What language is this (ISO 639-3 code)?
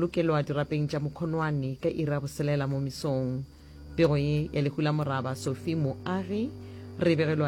nso